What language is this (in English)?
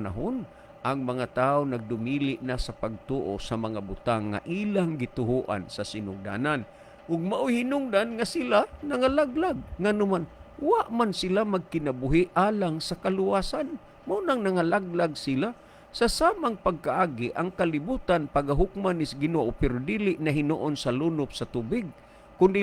Cebuano